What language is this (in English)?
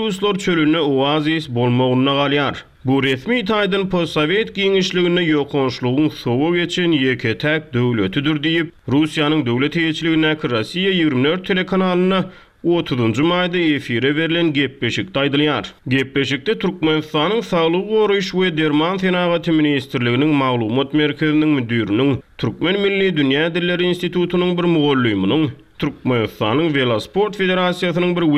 Turkmen